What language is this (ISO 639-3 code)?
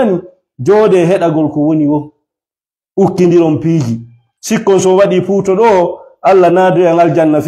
ful